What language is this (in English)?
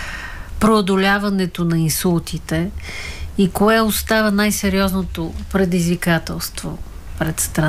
Bulgarian